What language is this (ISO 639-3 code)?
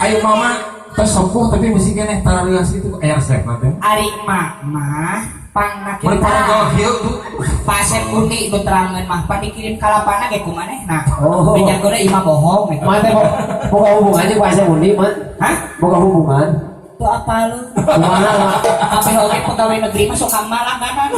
sun